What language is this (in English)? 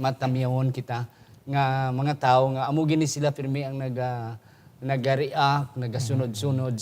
Hiligaynon